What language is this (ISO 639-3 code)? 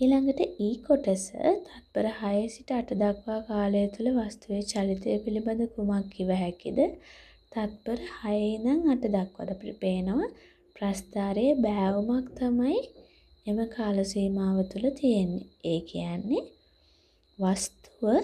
sin